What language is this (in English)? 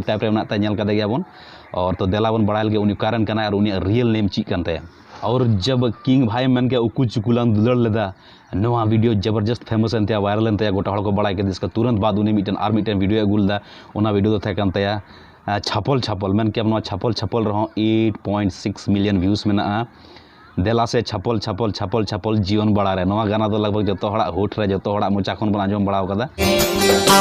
Santali